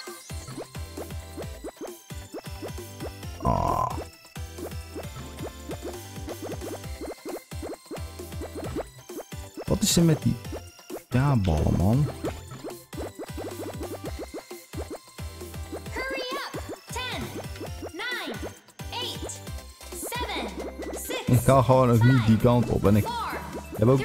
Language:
Dutch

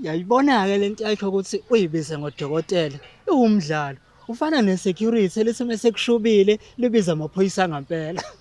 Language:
Zulu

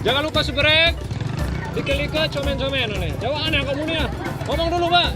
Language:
Sasak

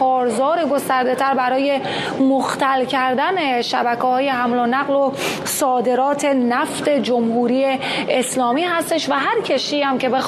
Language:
Persian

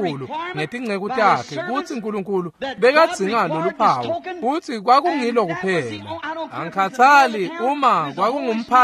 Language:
Swati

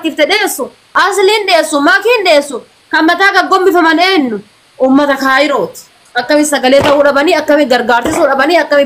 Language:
Oromo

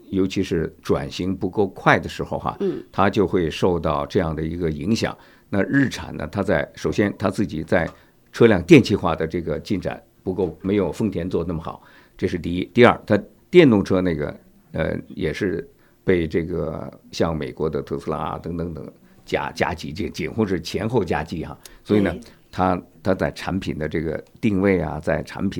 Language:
Chinese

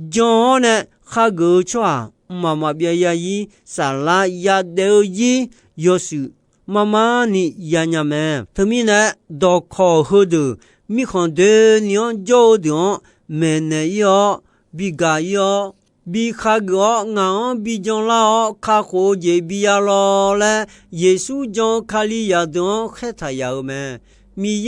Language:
Akha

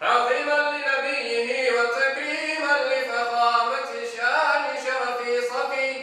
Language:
Crimean Tatar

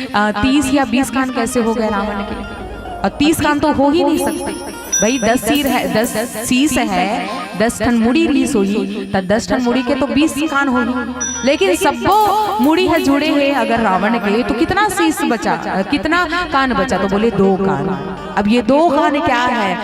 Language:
Chhattisgarhi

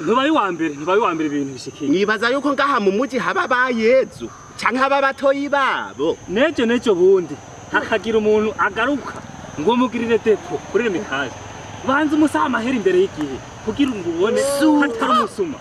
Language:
Rundi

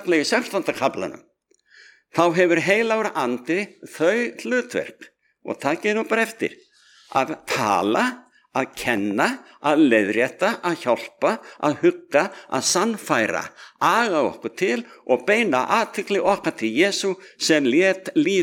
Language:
Icelandic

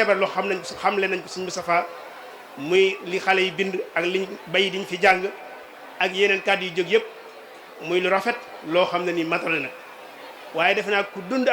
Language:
Wolof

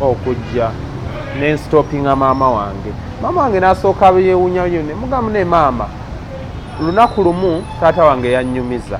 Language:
Ganda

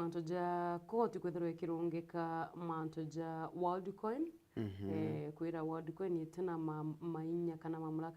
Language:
Meru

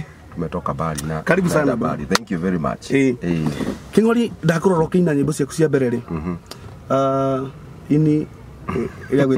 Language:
Kikuyu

